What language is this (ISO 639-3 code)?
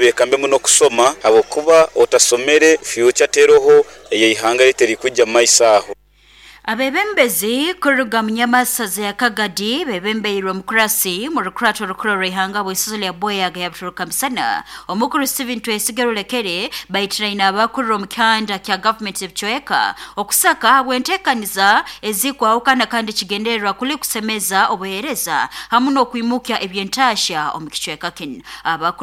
nyo